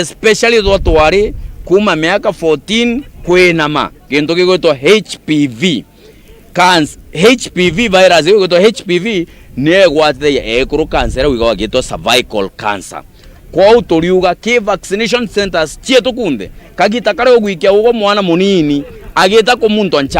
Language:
Meru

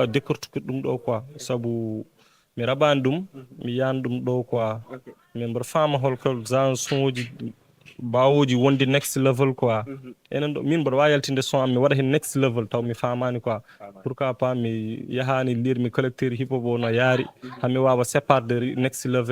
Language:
Fula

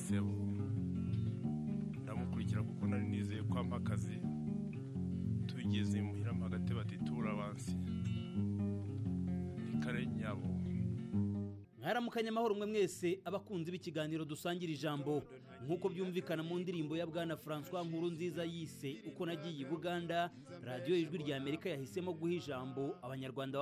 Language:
Kinyarwanda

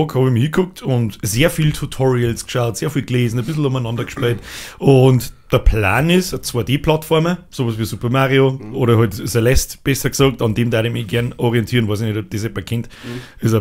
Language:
Bavarian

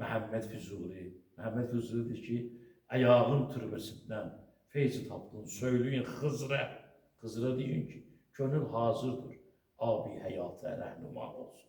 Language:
Azerbaijani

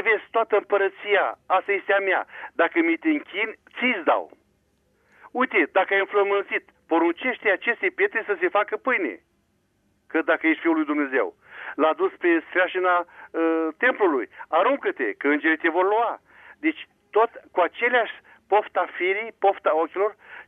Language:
Romanian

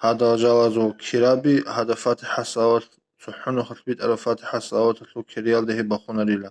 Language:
Avaric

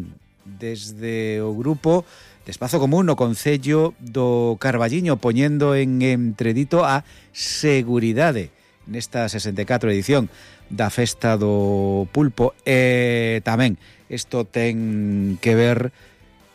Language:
Galician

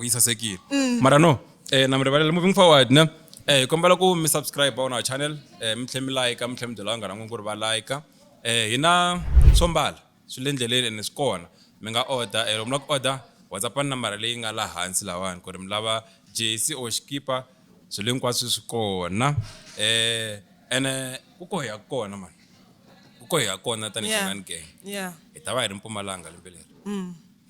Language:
Tsonga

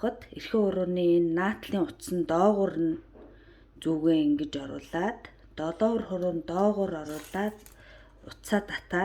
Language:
Mongolian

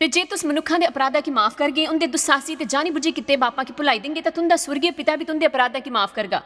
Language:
Dogri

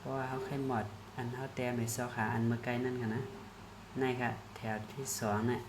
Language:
Shan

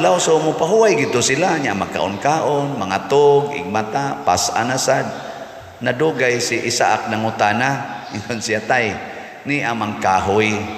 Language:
Cebuano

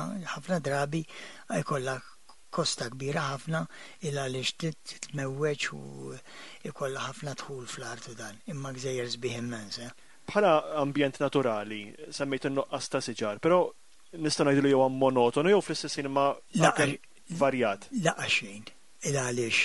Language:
Maltese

